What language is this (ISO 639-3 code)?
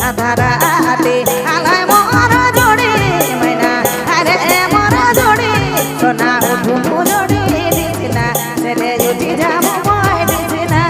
sck